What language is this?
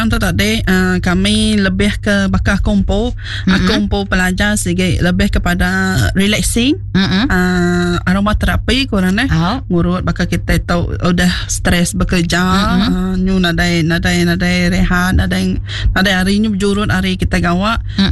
Iban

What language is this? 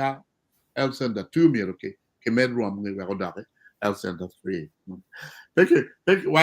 Acoli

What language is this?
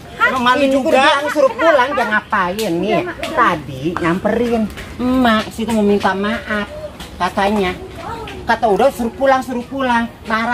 Betawi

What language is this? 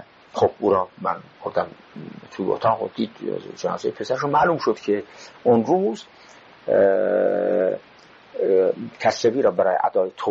Persian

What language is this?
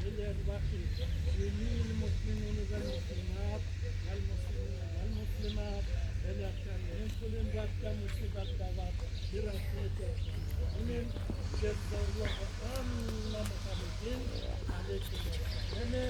Crimean Tatar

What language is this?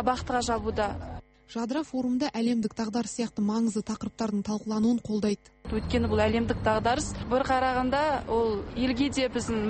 Kazakh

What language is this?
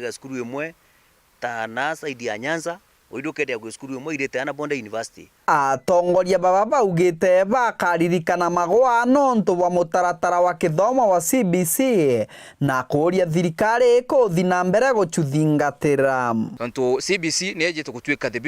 Meru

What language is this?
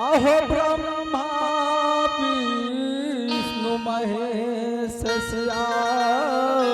Angika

